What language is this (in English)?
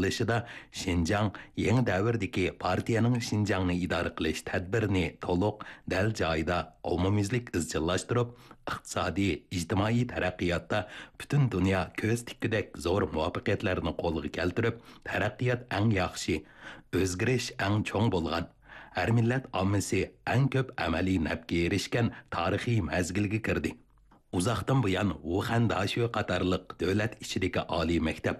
Uyghur